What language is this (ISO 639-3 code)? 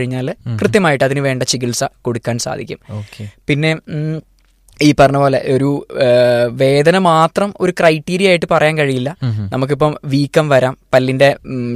mal